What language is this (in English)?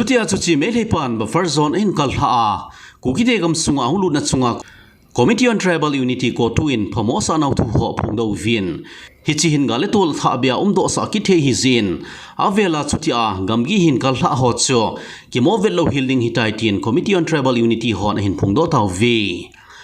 Thado Chin